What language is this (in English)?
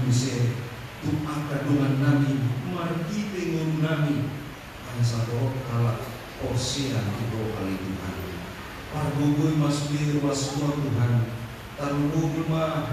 Batak Toba